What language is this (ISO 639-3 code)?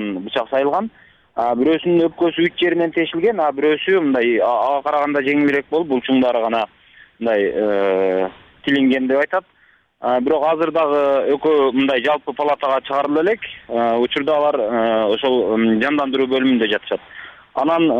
kir